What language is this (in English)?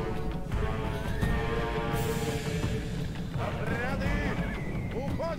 Russian